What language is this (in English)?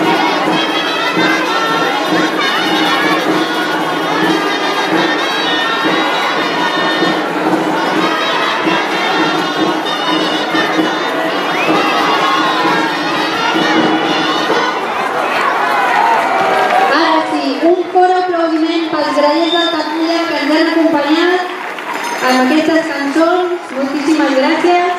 Catalan